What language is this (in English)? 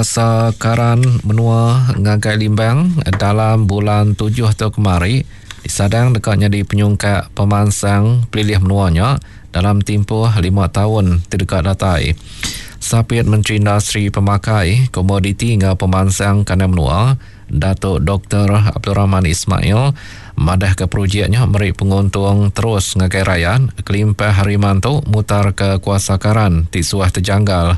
Iban